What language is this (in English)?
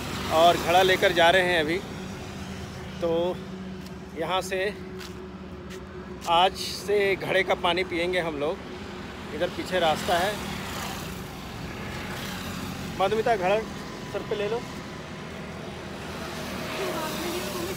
Hindi